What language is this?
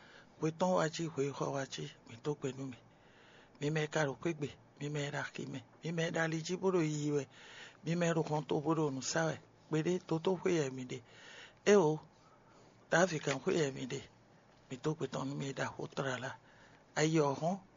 Fon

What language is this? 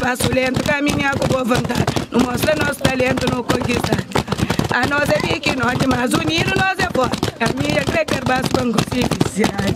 Kabuverdianu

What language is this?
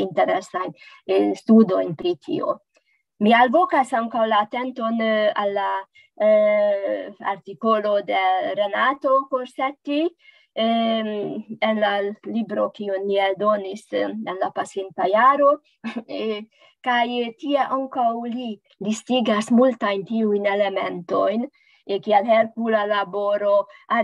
Esperanto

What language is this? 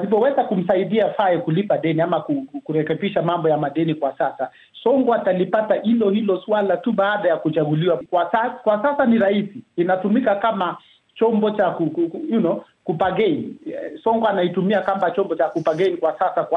Swahili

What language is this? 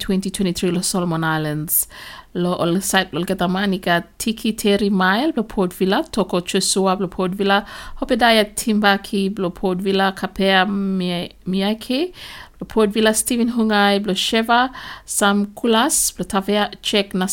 Bislama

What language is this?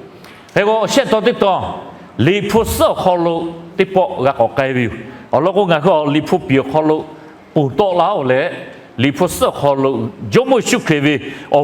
Lahu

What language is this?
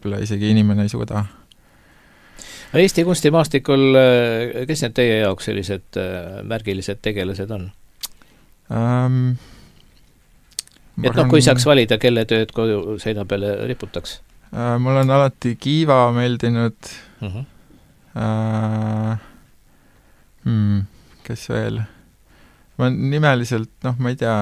Estonian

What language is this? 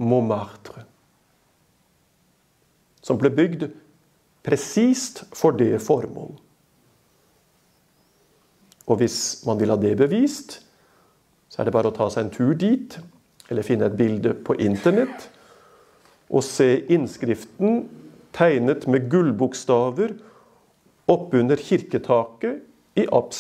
Norwegian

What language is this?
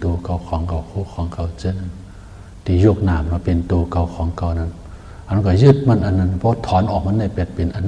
Shan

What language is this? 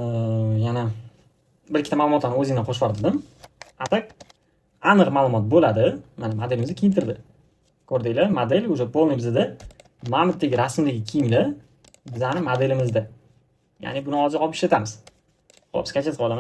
Uzbek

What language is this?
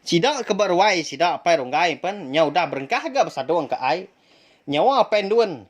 Iban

